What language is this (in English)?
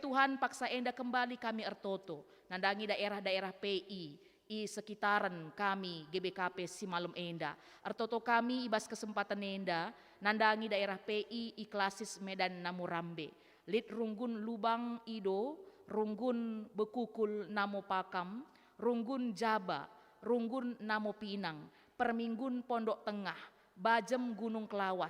Batak Karo